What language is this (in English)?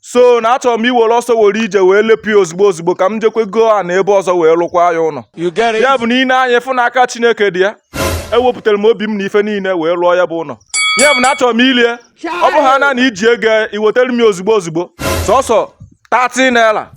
Igbo